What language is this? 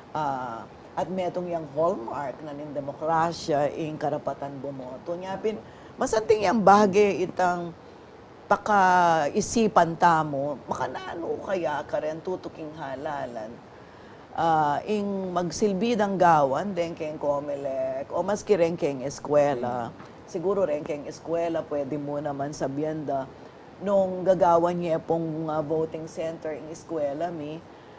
Pampanga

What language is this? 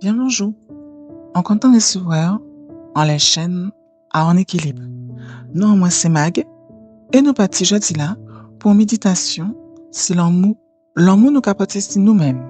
Guadeloupean Creole French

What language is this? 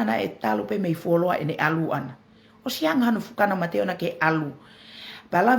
Tongan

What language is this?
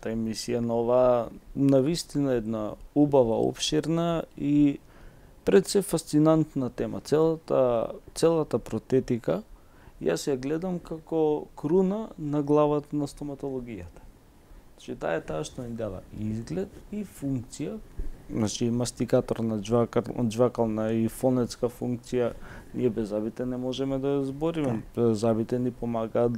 Macedonian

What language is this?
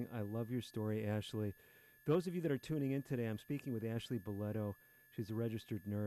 English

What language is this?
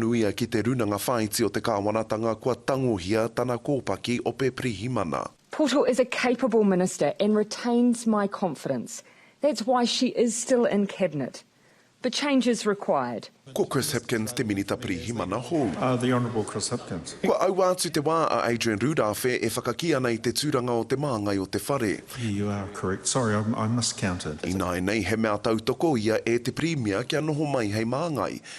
Māori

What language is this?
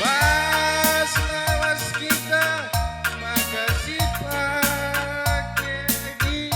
Batak Karo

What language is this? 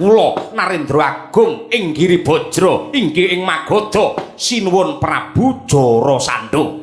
Javanese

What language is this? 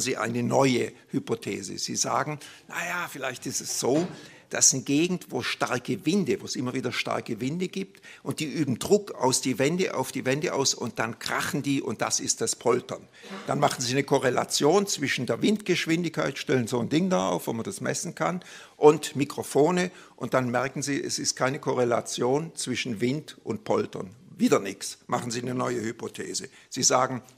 German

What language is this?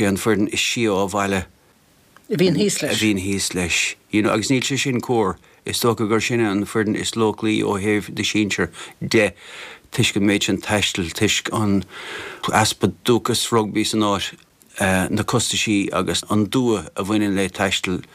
Irish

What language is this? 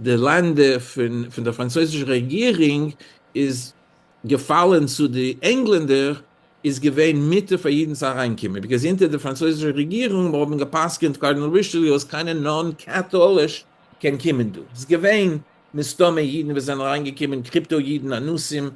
Yiddish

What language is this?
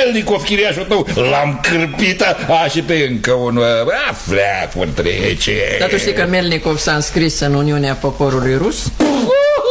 Romanian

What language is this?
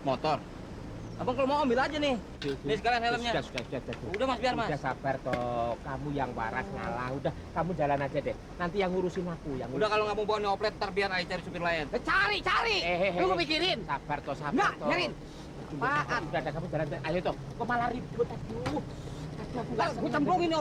Betawi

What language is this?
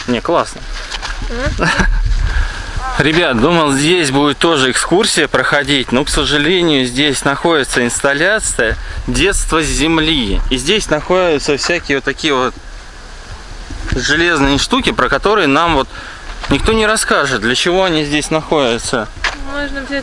Russian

